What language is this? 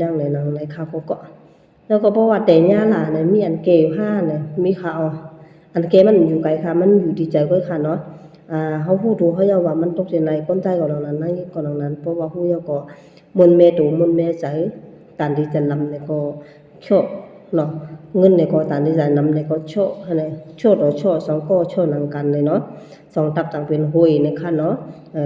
Shan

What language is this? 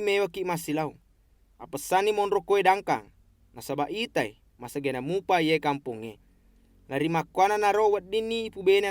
Buginese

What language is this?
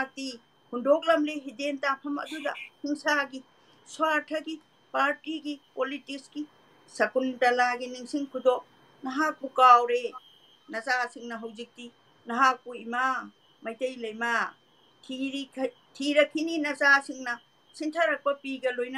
Manipuri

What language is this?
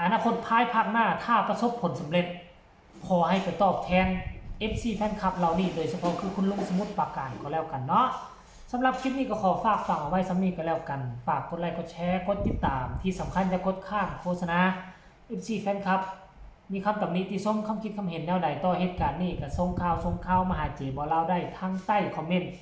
Northeastern Thai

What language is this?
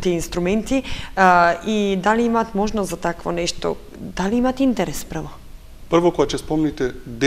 Macedonian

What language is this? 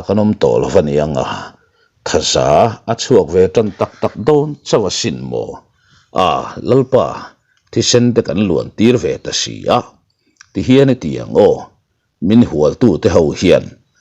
Mizo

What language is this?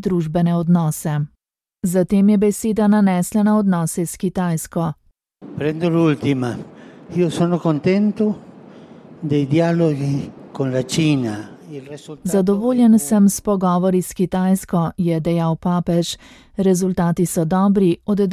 Slovenian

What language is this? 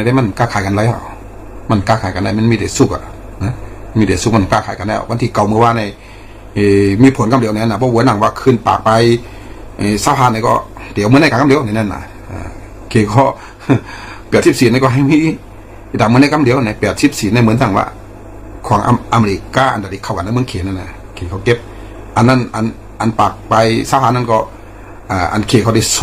Shan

